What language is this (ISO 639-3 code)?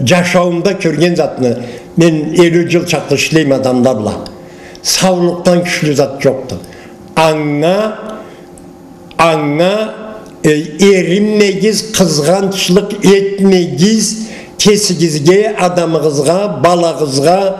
krc